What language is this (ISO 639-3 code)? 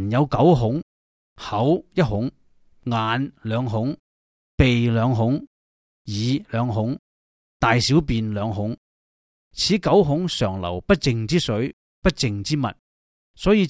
yue